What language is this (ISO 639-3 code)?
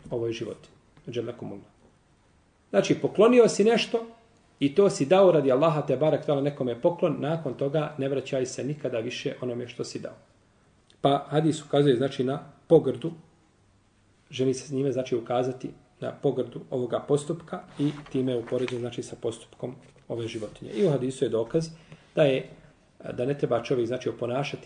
bos